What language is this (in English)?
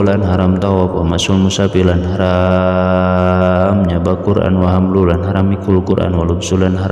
Sundanese